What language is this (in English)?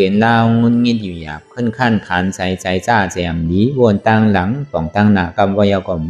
Shan